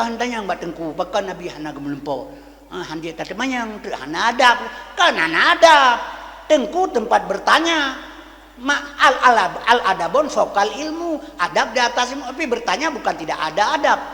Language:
Achinese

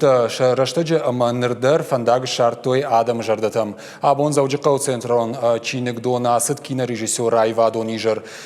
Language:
Ossetic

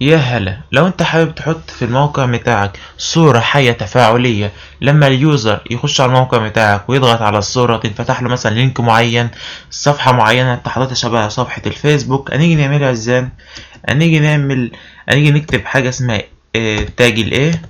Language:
Egyptian Arabic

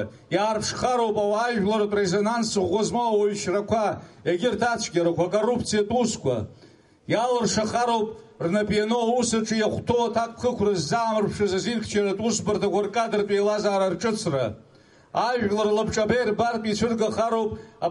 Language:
Abkhazian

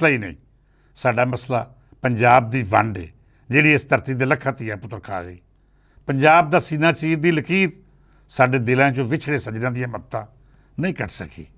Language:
Western Panjabi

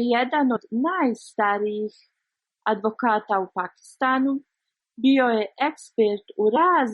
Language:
Bosnian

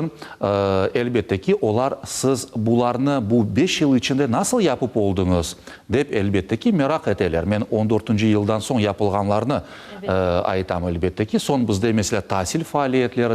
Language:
Crimean Tatar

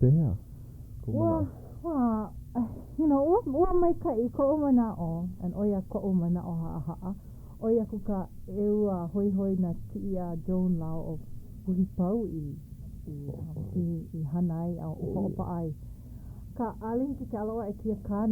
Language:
Hawaiian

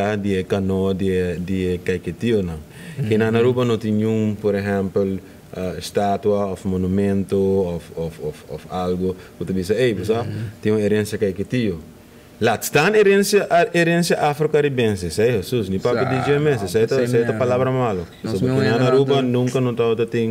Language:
Papiamento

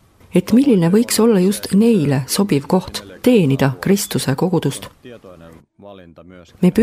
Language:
Estonian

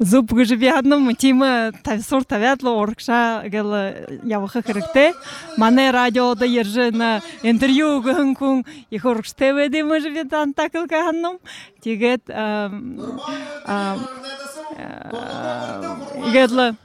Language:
Belarusian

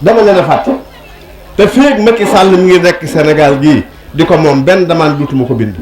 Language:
Wolof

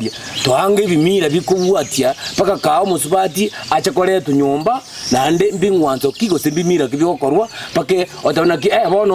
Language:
Gusii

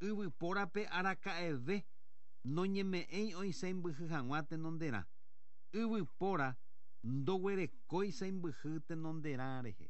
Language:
Guarani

